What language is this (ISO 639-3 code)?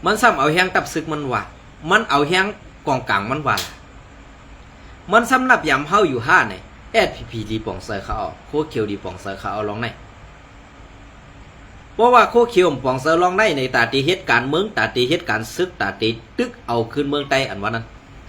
shn